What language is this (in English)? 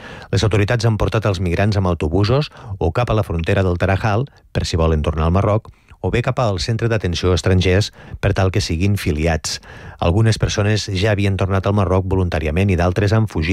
Catalan